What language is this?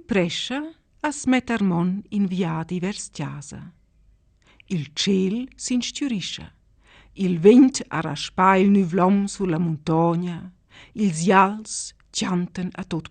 Romansh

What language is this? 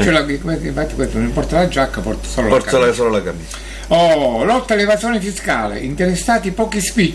Italian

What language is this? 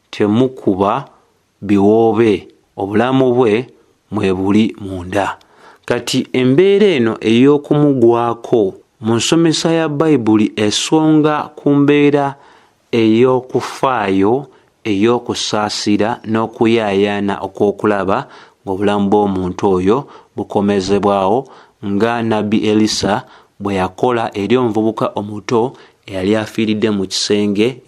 Ganda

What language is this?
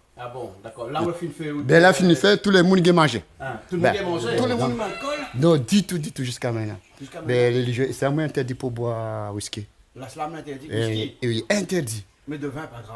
Réunion Creole French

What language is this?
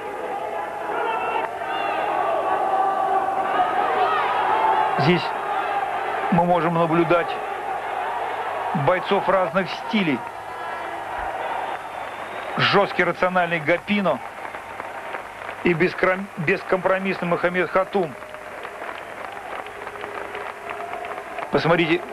Russian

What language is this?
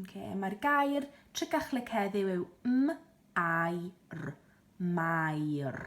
Welsh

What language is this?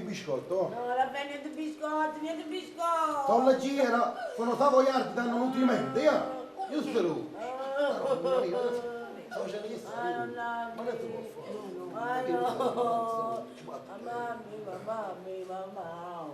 Neapolitan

